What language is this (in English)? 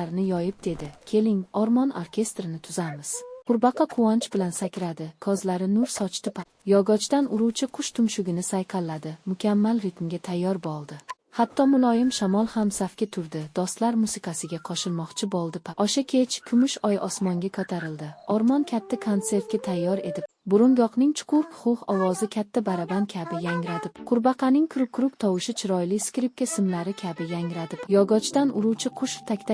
Uzbek